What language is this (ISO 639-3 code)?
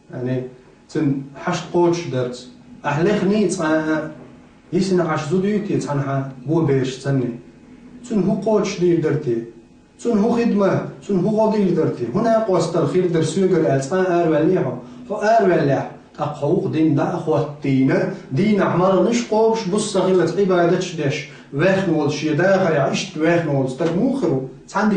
che